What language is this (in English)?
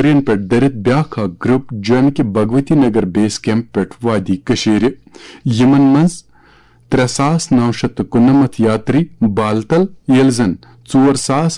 Kashmiri